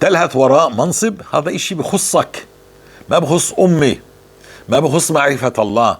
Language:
North Levantine Arabic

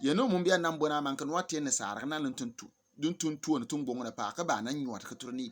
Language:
Bimoba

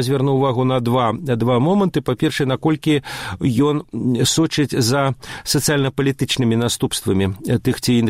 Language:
Belarusian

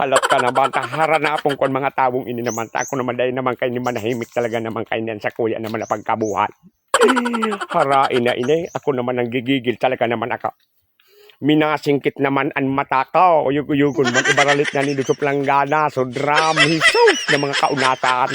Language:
Bikol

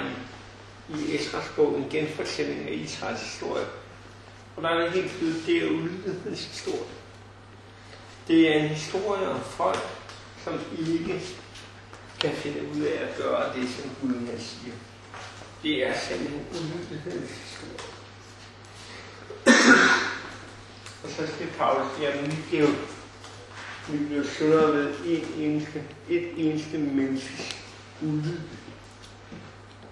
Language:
Danish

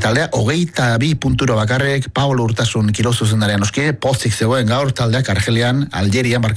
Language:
Basque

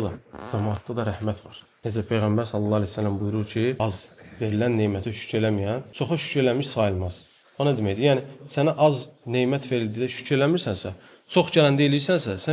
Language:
Azerbaijani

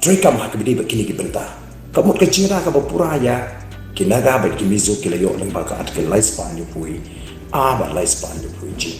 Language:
Khasi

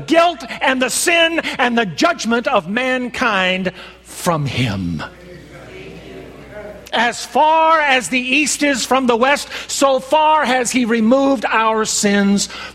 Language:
English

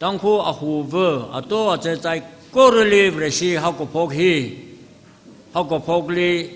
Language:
Tangkhul Naga (India)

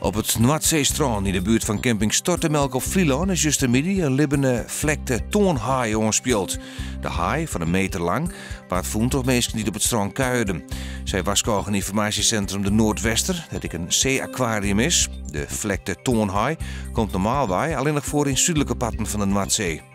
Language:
Western Frisian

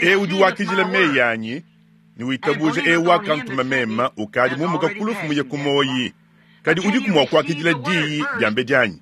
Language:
Luba-Lulua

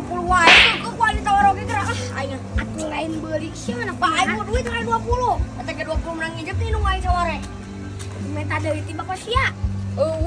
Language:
Sundanese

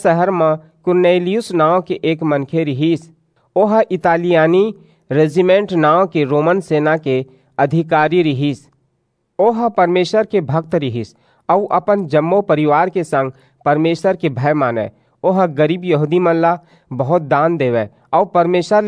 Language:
Chhattisgarhi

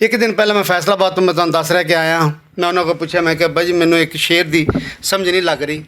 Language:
Western Panjabi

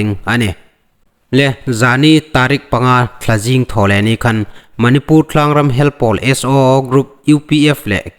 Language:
Hmar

